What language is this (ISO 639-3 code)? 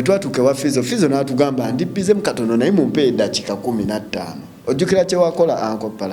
lug